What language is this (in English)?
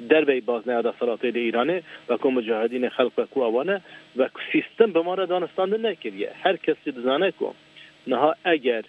Kurdish